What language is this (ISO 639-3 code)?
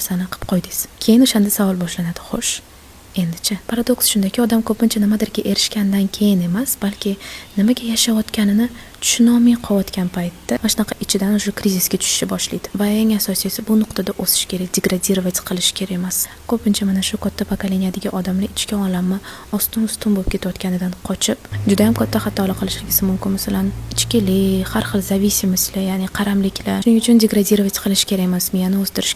uzb